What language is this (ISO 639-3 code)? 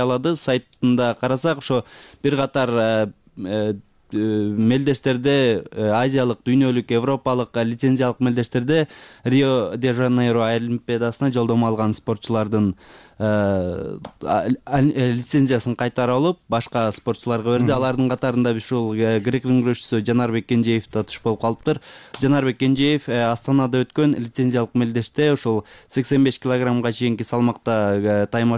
kir